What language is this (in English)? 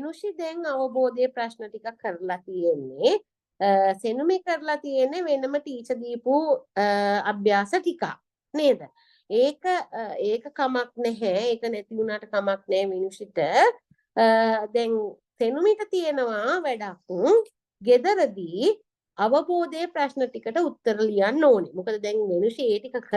Sinhala